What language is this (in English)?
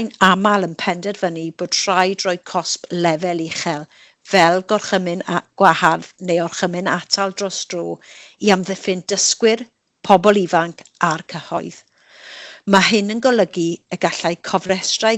Welsh